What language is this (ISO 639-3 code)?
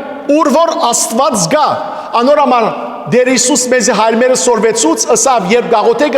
hyw